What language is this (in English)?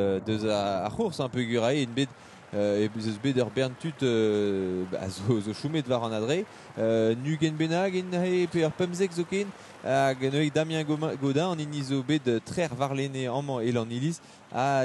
Breton